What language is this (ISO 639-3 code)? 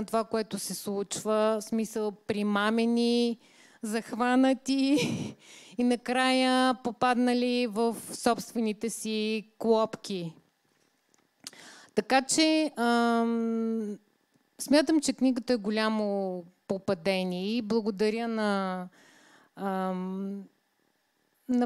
bul